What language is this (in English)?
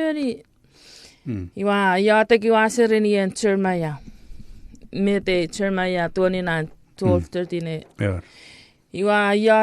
Chuukese